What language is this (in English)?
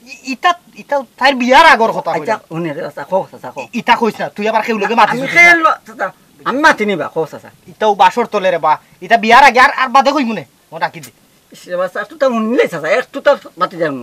Sylheti